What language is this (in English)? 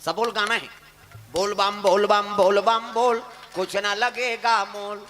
Chhattisgarhi